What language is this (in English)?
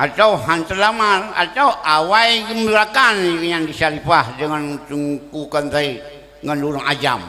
Achinese